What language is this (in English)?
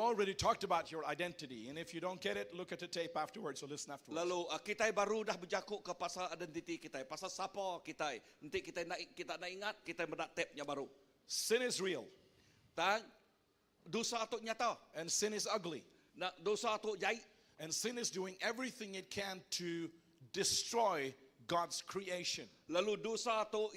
Iban